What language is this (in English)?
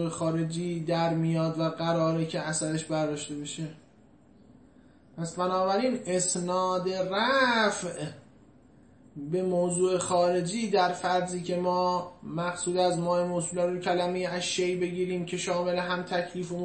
Persian